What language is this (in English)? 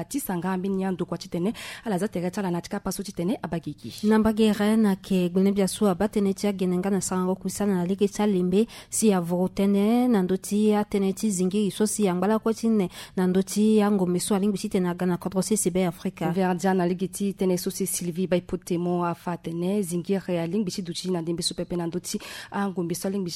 Sango